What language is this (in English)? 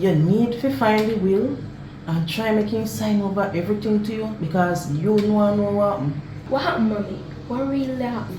Jamaican Creole English